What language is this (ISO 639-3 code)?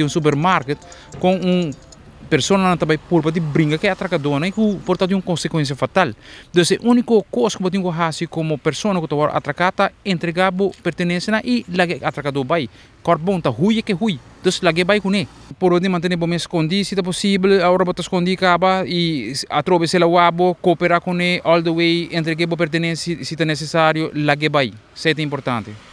pap